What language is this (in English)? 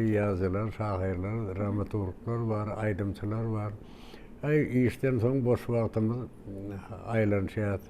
Turkmen